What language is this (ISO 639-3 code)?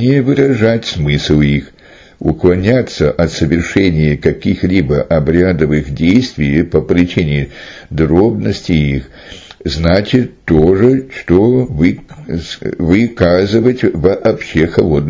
rus